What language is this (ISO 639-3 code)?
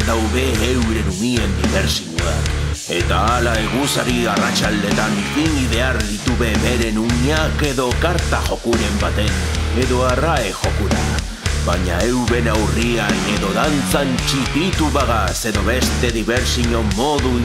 eus